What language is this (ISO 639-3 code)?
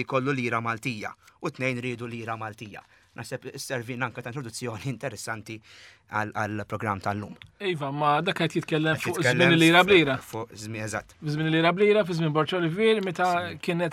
mlt